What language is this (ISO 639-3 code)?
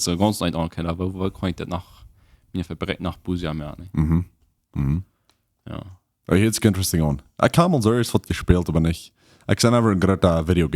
pdt